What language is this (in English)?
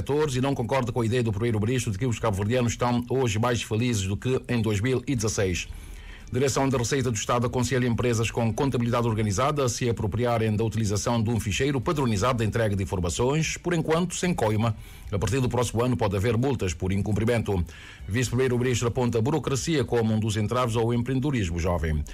Portuguese